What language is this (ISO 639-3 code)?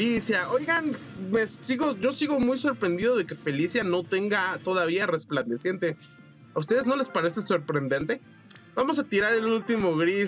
spa